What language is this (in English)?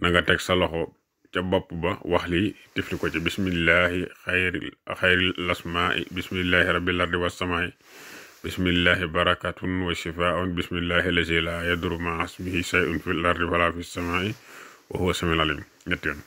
Wolof